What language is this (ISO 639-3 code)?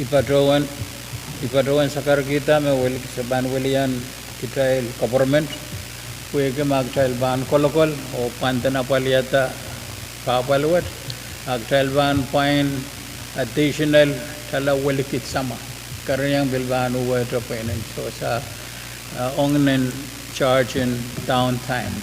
pon